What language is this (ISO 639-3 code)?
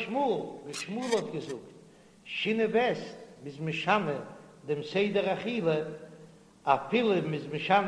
yid